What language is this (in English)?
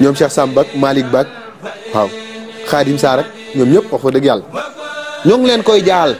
Wolof